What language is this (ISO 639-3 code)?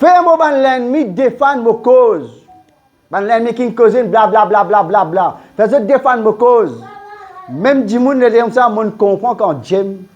mfe